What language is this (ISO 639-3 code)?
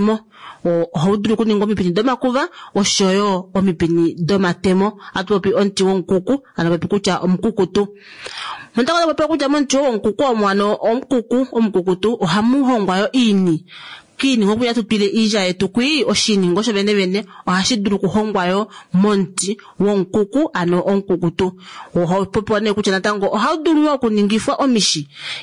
kua